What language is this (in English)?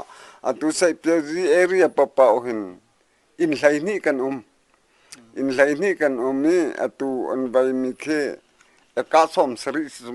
Hakha Chin